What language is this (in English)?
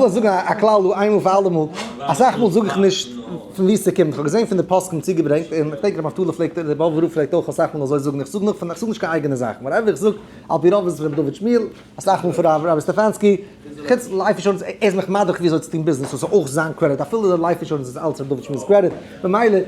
Yiddish